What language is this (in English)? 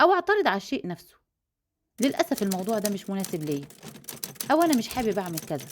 Egyptian Arabic